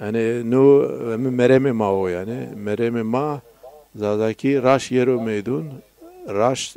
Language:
Zaza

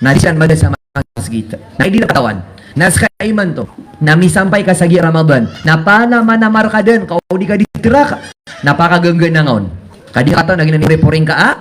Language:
Maranao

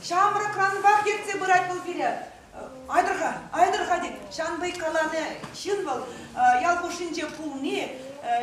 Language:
Chuvash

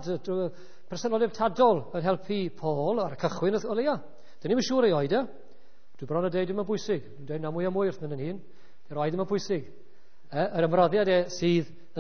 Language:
Welsh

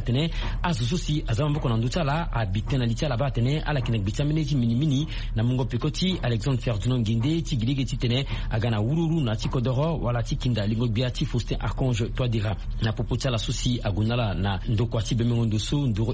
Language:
Sango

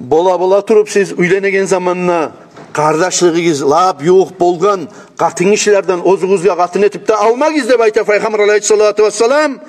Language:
Kumyk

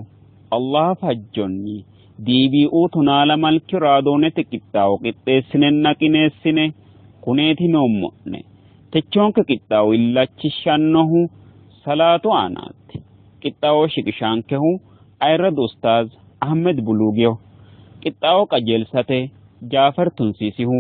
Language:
Sidamo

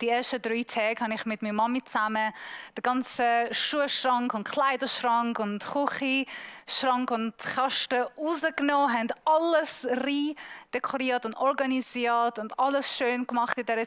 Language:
Swiss German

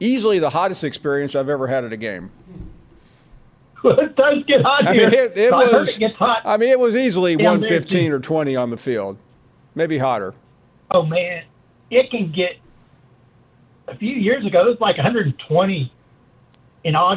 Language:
English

